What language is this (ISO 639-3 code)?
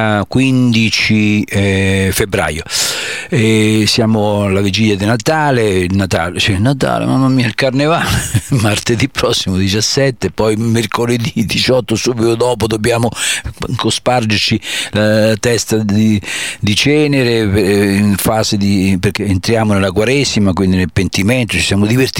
ita